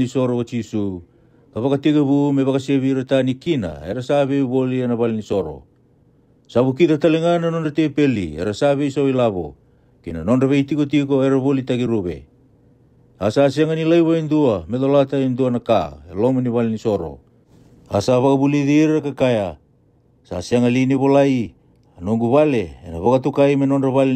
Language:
Fijian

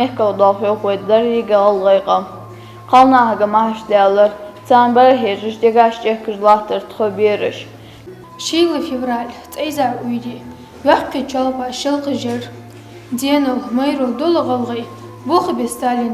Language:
Ingush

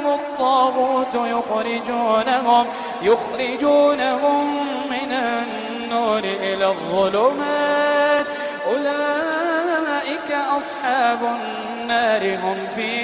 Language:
Iranun (Philippines)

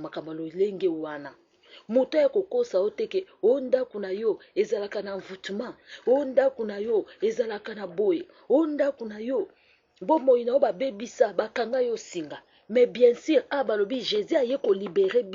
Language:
Lingala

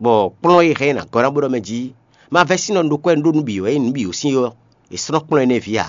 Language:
Fon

